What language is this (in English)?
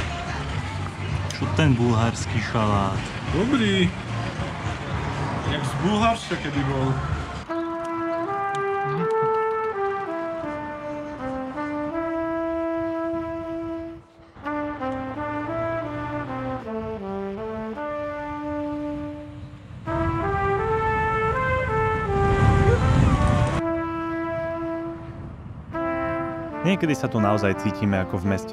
Slovak